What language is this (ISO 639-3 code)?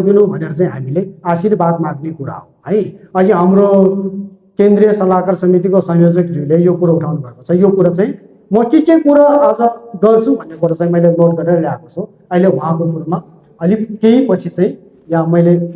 nep